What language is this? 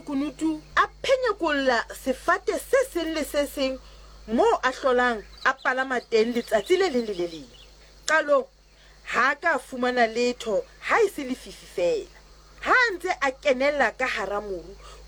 Southern Sotho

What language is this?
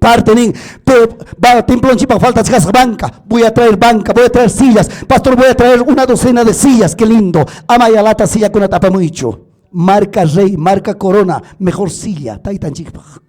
Ayacucho Quechua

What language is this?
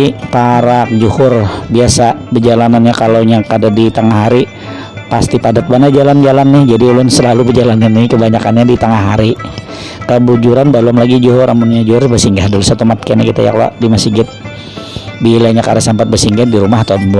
Banjar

